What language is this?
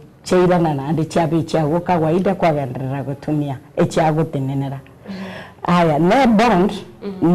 Gusii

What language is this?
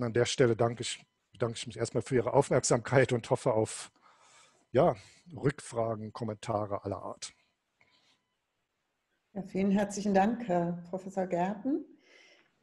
German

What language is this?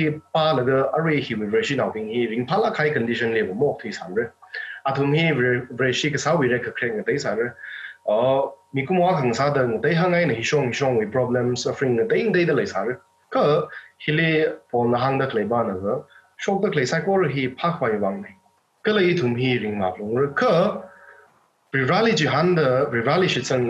Tangkhul Naga (India)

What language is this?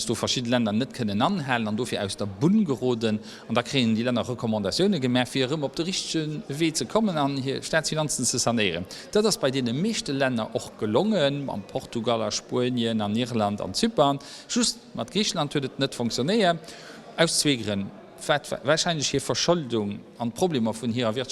Luxembourgish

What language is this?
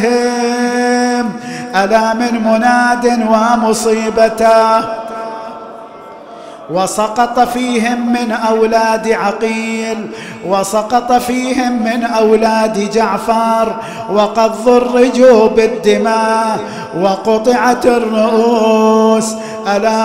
Arabic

